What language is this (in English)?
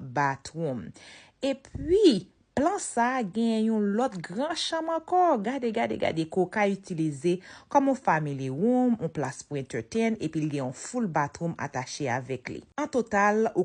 Haitian Creole